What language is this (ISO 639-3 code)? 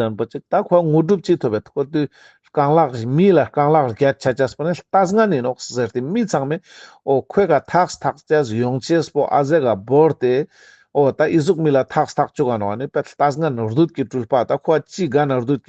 lbj